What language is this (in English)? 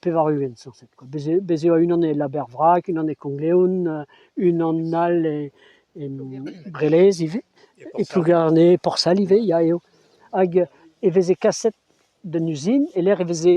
Breton